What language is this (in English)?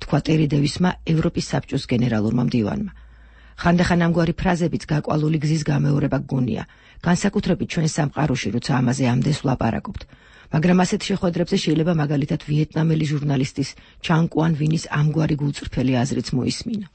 Georgian